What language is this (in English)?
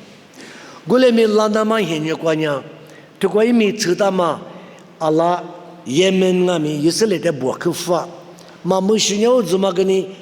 Lisu